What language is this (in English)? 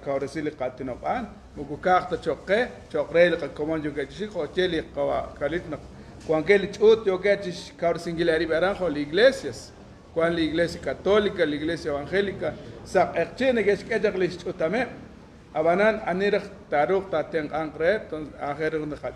Kekchí